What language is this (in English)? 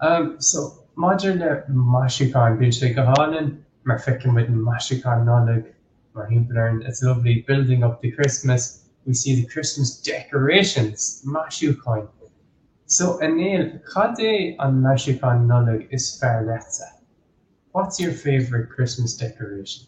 Irish